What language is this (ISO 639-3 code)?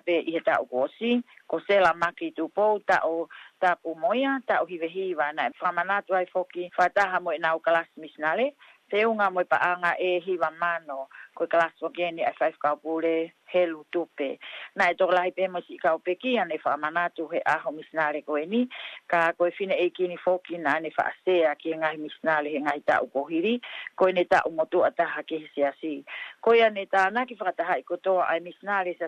ton